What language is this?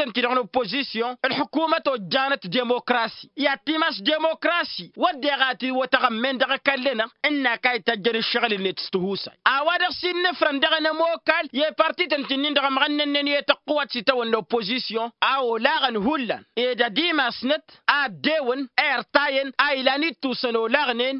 Tamasheq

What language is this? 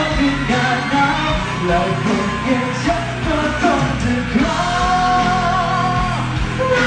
Thai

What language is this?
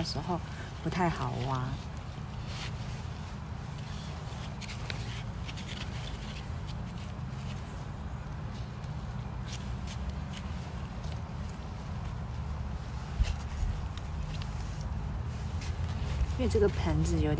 Chinese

